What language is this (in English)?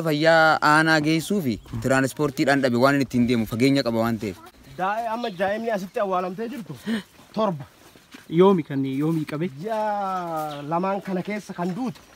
Oromo